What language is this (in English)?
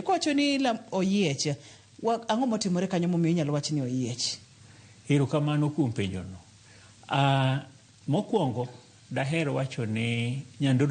Luo (Kenya and Tanzania)